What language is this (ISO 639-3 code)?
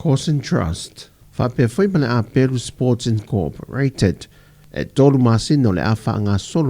smo